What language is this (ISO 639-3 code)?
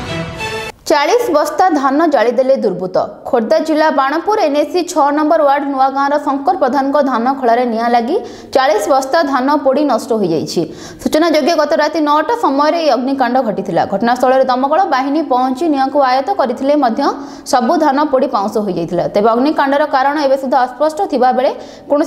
ori